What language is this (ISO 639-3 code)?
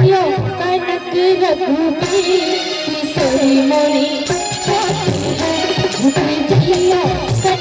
mai